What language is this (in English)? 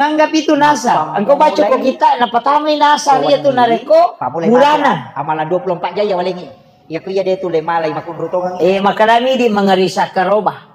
Buginese